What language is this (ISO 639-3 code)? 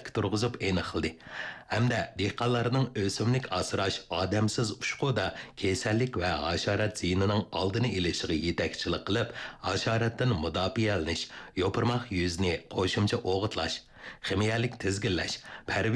uig